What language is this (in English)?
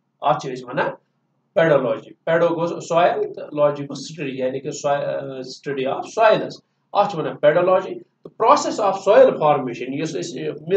Kashmiri